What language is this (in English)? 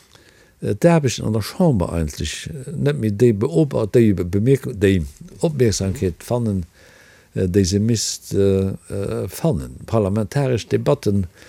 Luxembourgish